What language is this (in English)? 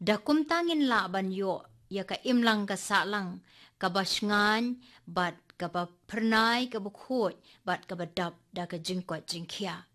Khasi